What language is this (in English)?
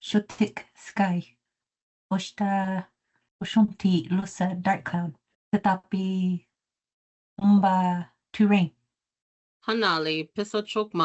Choctaw